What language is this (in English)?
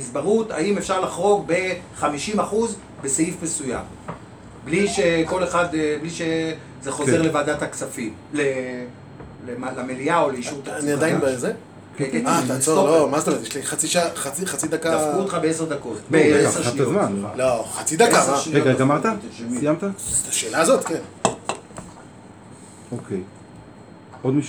Hebrew